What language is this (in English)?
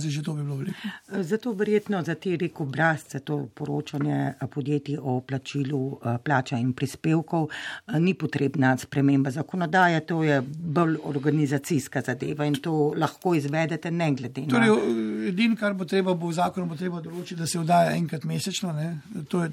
Slovenian